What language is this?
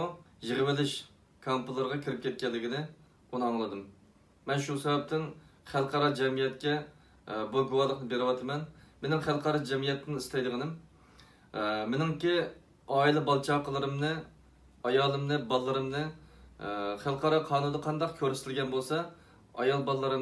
Uyghur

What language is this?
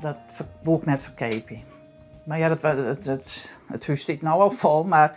Western Frisian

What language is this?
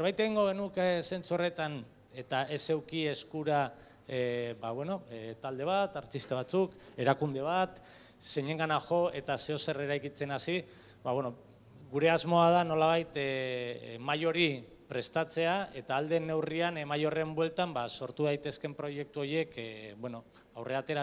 Basque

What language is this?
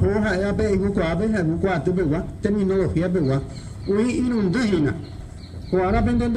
Guarani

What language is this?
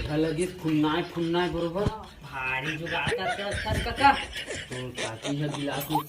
Chhattisgarhi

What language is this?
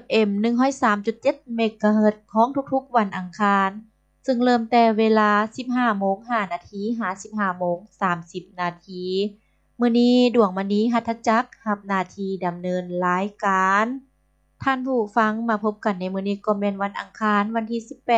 Lao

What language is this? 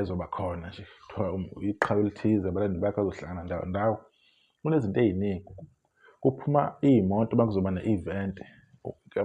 Zulu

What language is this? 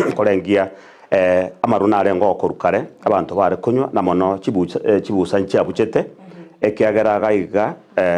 Gusii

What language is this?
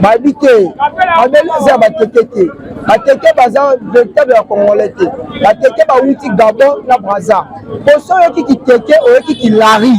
Lingala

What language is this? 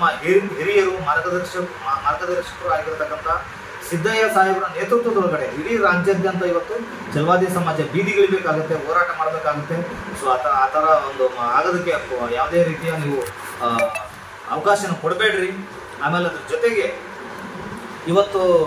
Kannada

